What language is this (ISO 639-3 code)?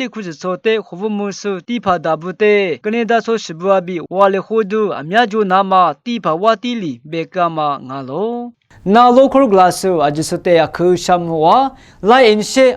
lis